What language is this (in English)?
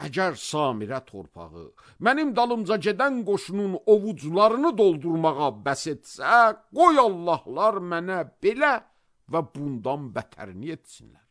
Azerbaijani